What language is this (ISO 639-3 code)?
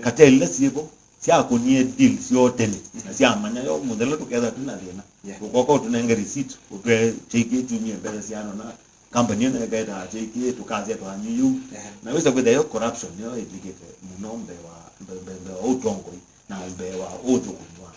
kam